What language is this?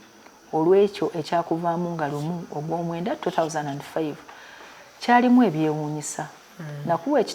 Ganda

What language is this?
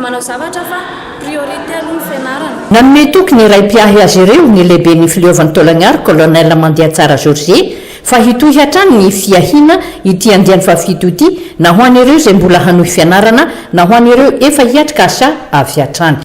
Malagasy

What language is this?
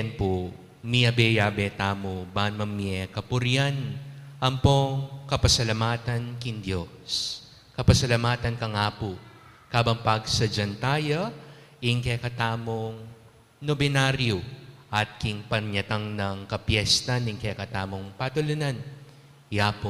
Pampanga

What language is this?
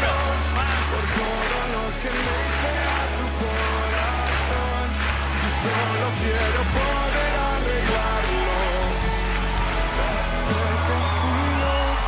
Spanish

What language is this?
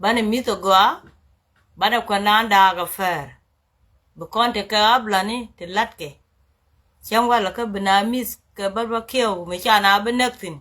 Nuer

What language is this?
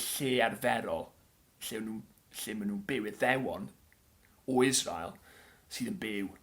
Welsh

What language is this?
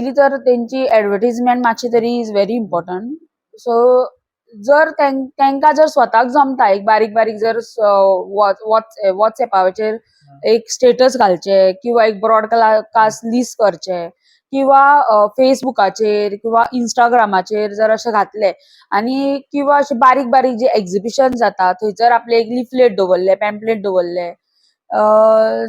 Konkani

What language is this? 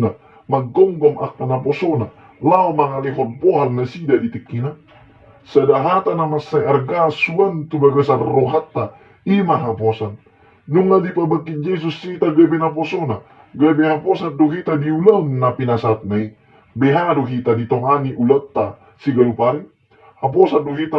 Batak Toba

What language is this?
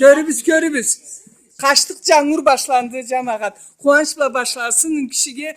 Karachay-Balkar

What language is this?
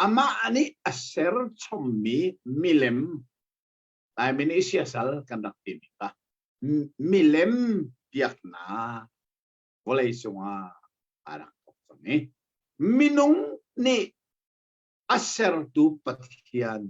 Hakha Chin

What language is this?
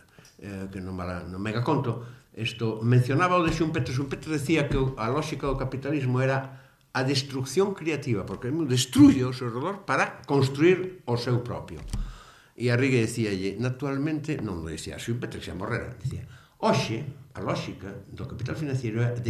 Galician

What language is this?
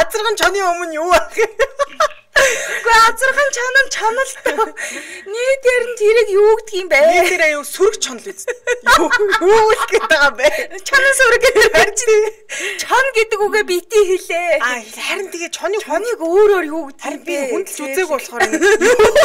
Mongolian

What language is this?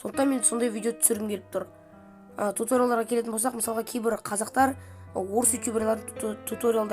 Kazakh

